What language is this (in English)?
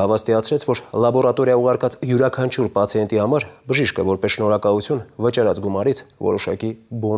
Armenian